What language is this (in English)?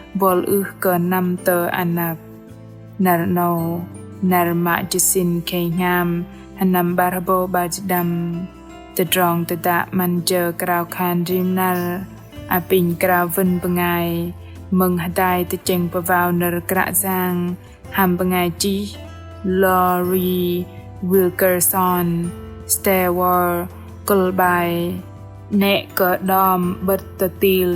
Bahnar